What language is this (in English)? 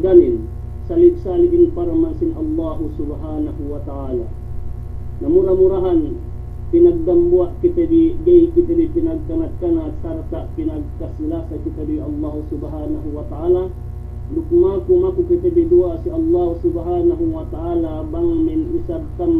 Yakan